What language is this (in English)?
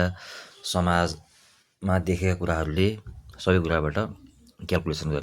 Nepali